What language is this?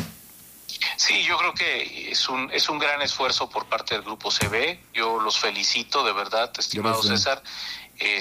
Spanish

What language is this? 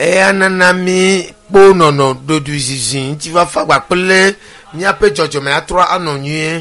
Ewe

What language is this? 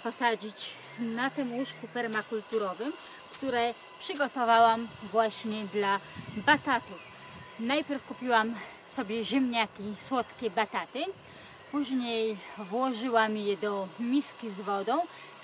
Polish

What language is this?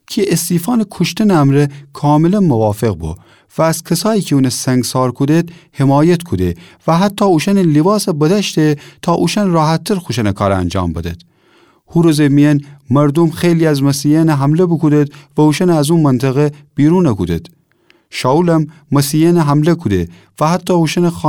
Gilaki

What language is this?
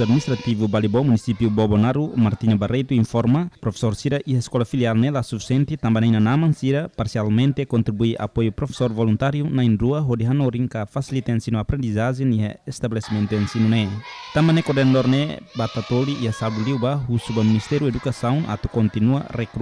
Tetum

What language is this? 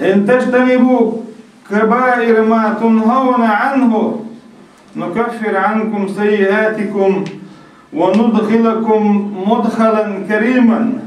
Chechen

